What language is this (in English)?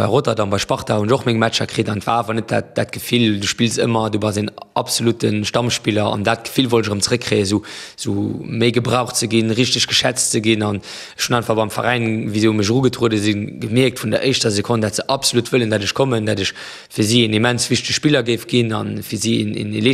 Luxembourgish